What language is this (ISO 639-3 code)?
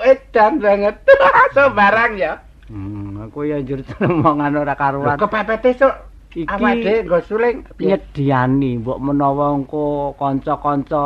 jav